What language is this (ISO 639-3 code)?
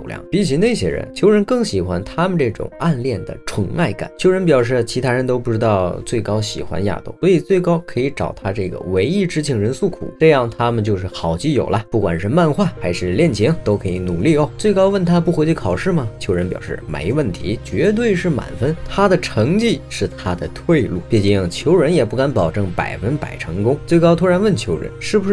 zho